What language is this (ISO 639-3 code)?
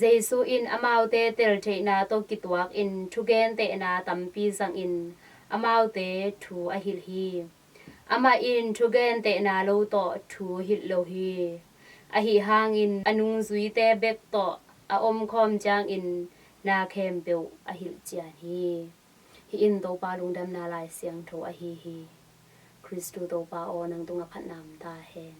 ctd